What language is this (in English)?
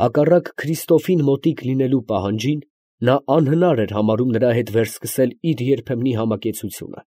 Armenian